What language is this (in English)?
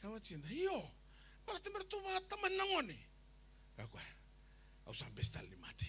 Fijian